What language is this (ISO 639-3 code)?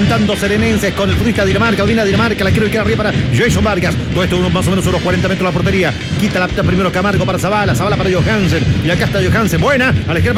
spa